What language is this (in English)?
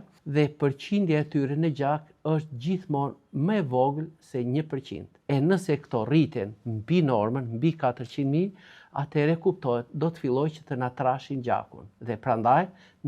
Albanian